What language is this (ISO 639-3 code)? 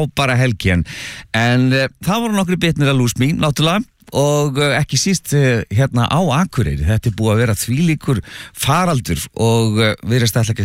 isl